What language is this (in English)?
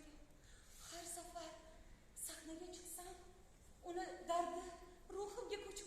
Uzbek